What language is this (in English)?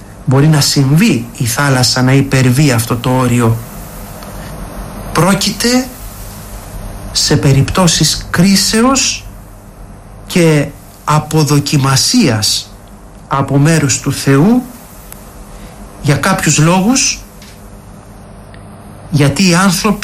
Greek